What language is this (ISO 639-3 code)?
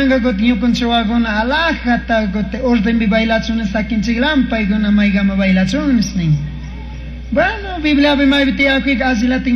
qug